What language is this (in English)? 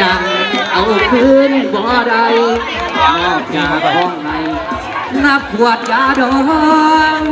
Northeastern Thai